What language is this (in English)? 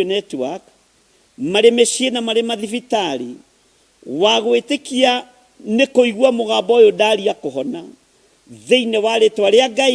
Kikuyu